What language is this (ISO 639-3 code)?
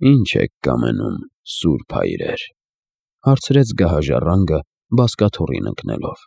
hye